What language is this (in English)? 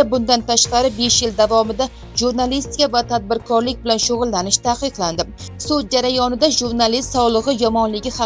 Uzbek